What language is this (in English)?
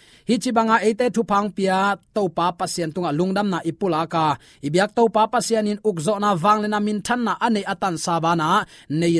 Tedim Chin